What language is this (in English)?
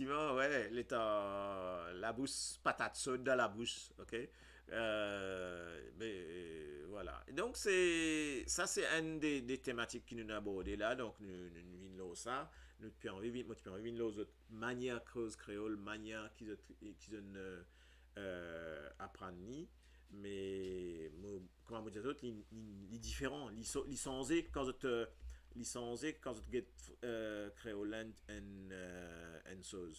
Morisyen